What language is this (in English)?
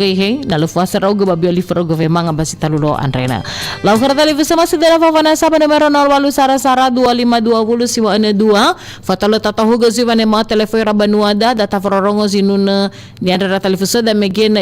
Nias